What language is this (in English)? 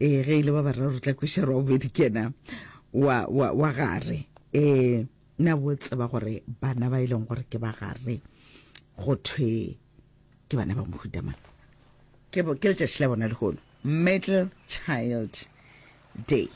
Northern Sotho